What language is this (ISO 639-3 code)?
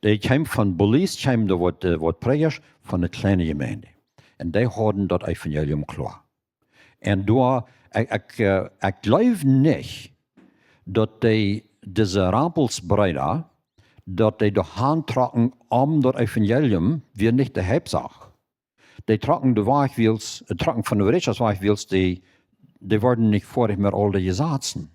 pdt